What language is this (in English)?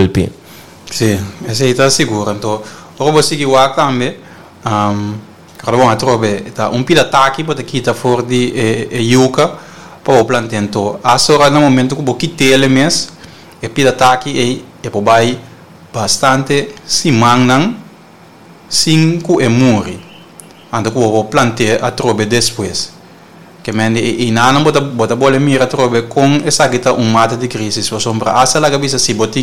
Papiamento